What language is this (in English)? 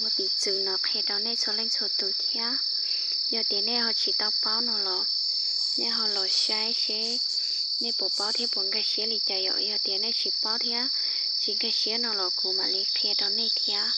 Hmong